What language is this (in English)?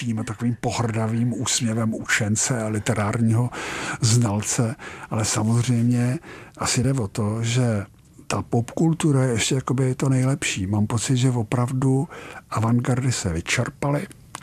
Czech